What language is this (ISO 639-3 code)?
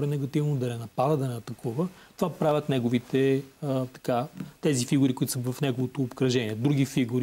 bul